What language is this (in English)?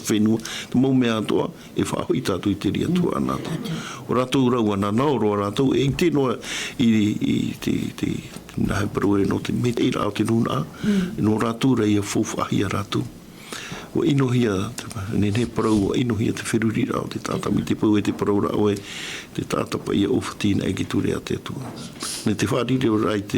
Tahitian